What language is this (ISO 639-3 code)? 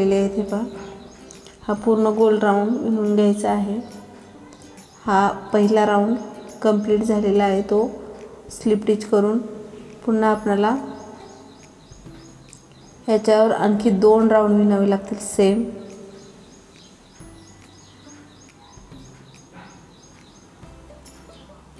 mar